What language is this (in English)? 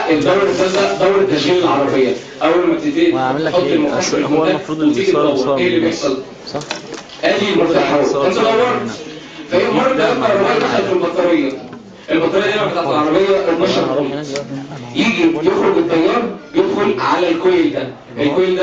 Egyptian Arabic